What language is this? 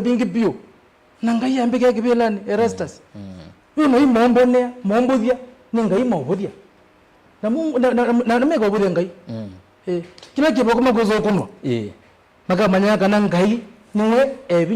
Kamba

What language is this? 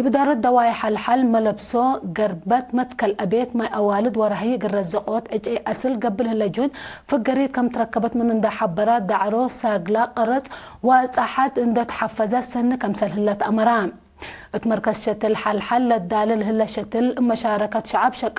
Tigre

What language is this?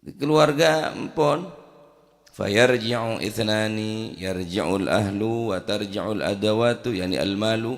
Madurese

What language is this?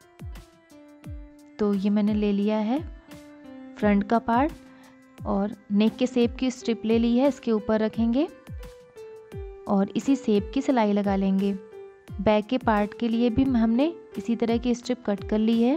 Hindi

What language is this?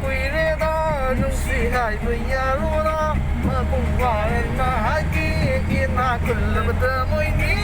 Manipuri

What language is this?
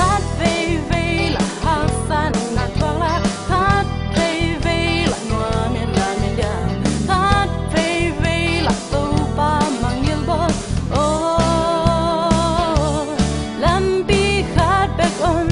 Tedim Chin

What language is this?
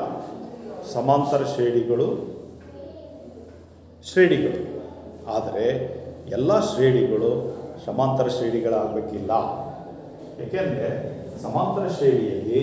Kannada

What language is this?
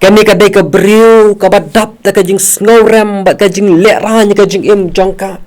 Khasi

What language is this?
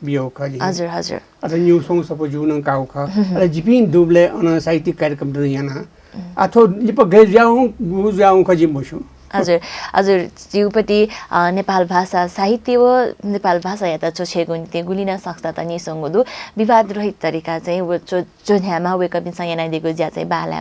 Newari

